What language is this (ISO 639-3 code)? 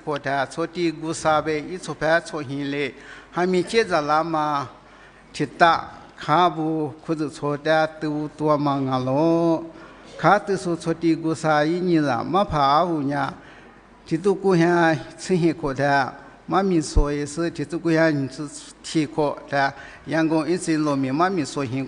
lis